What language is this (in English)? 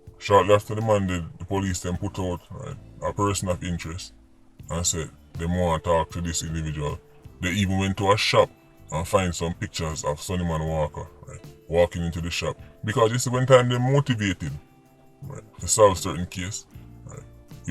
Jamaican Creole English